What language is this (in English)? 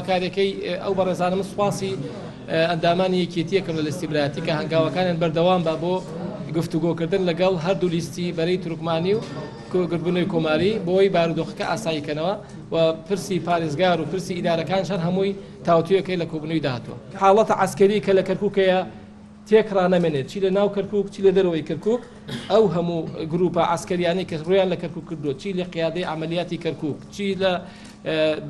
Central Kurdish